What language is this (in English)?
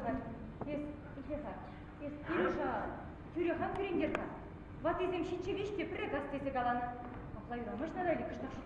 Chuvash